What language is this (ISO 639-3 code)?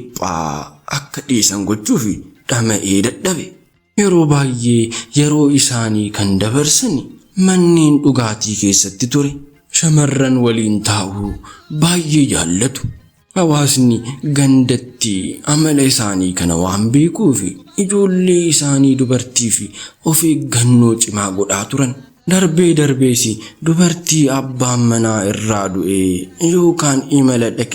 orm